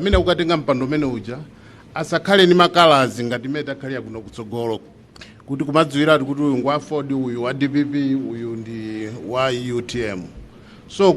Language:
Nyanja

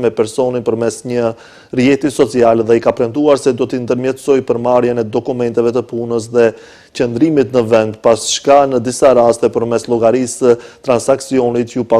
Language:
Albanian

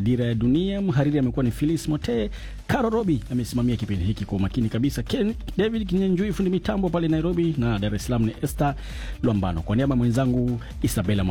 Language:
Swahili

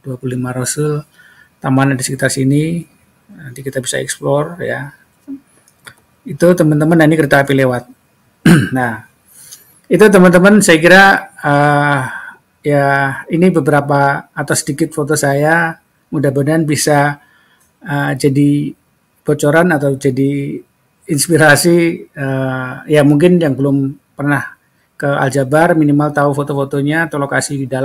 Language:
Indonesian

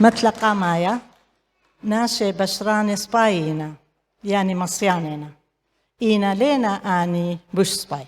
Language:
Assyrian Neo-Aramaic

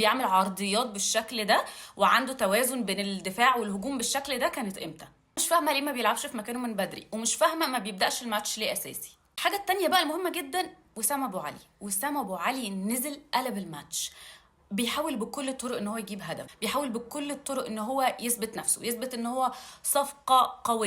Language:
Egyptian Arabic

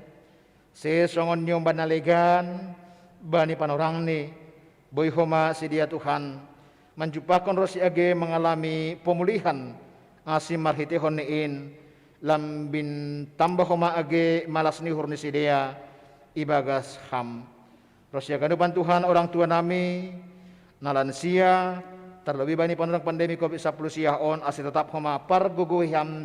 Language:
Batak Simalungun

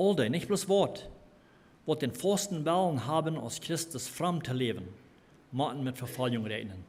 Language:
Plautdietsch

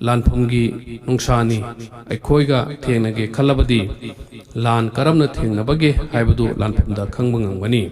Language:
Manipuri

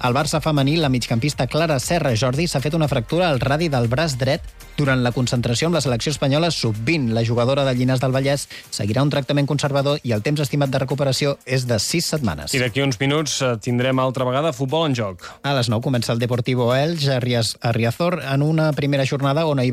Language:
Catalan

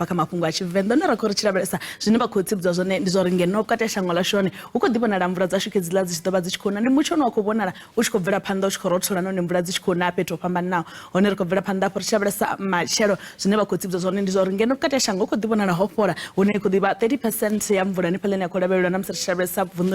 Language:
Venda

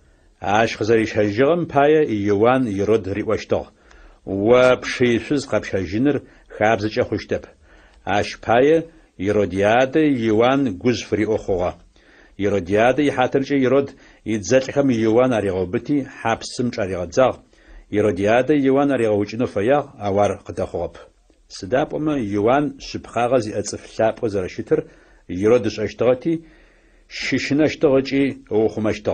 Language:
Adyghe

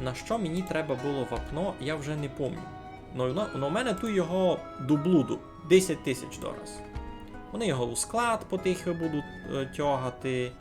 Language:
Rusyn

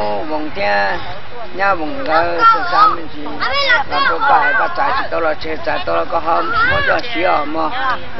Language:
Hmong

